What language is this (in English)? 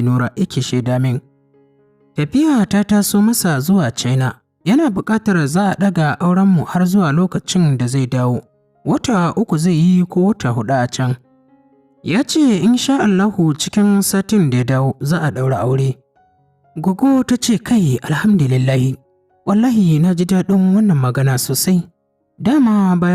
Hausa